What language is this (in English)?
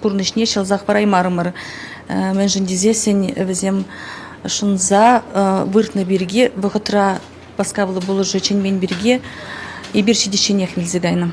Chuvash